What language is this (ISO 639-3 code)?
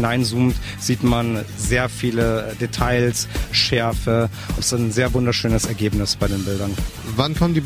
deu